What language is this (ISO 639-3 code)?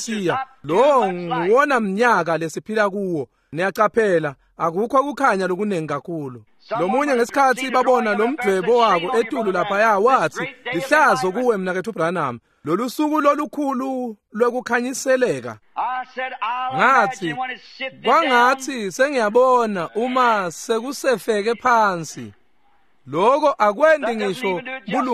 ssw